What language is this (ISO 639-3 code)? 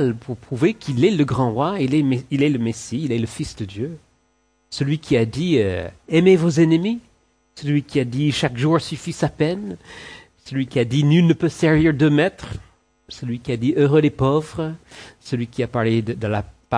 fra